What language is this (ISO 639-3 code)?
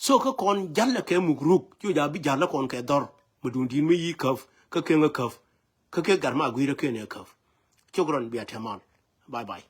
nus